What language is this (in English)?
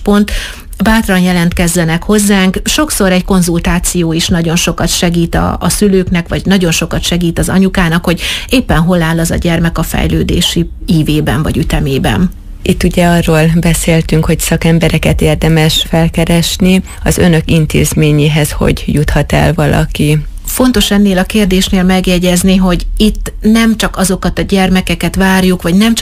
Hungarian